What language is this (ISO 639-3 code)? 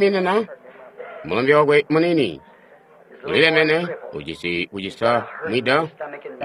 toi